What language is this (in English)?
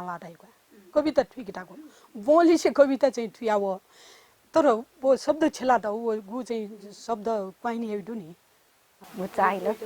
Newari